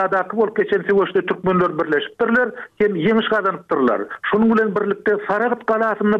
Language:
Turkmen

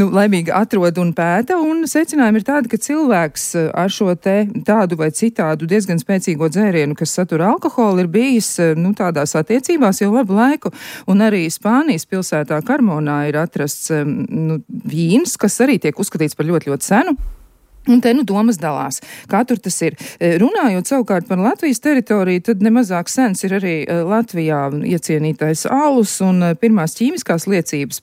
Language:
Latvian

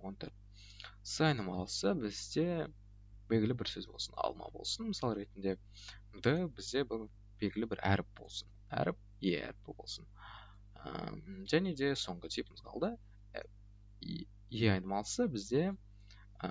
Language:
Kazakh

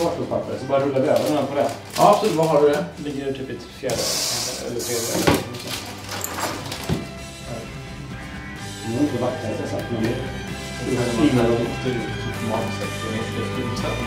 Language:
Swedish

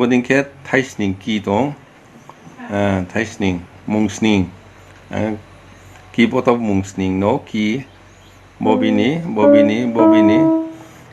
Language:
Riang (India)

